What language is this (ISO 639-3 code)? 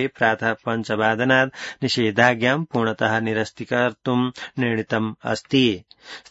san